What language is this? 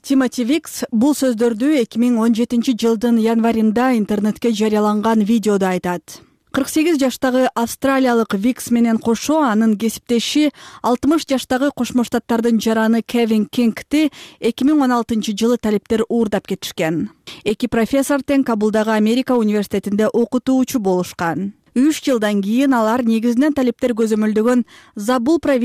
Kyrgyz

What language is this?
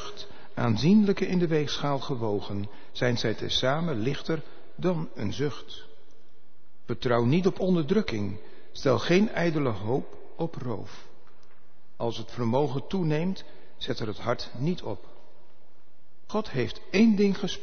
Dutch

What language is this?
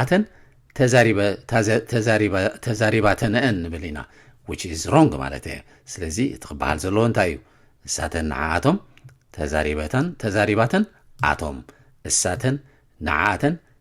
Tigrinya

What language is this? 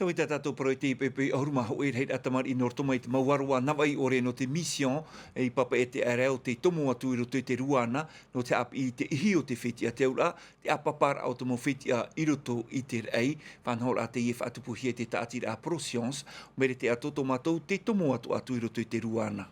Tahitian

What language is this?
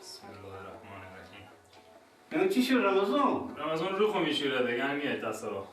Persian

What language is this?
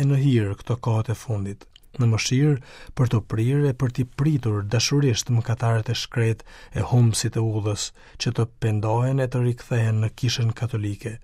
Albanian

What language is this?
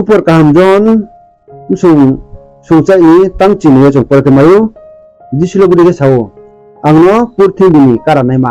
Riang (India)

